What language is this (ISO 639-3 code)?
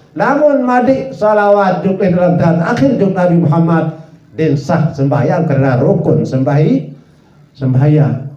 sas